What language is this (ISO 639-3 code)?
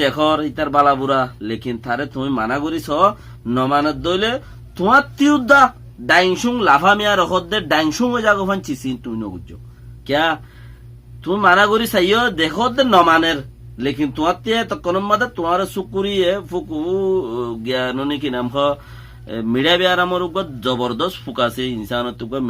rhg